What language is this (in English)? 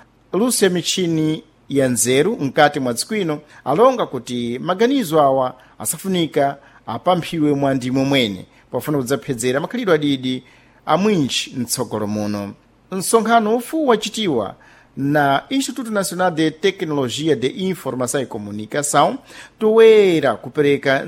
Sena